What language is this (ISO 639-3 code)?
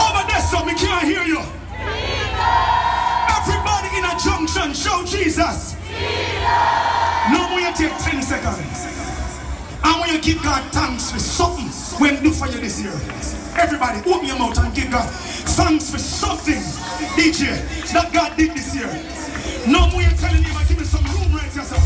jam